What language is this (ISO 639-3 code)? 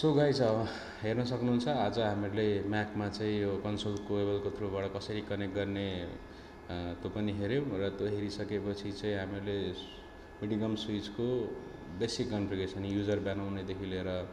nep